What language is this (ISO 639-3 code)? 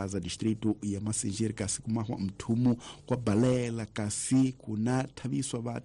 tso